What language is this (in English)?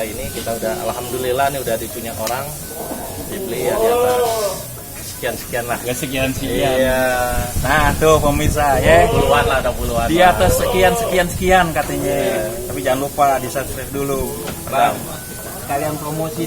Betawi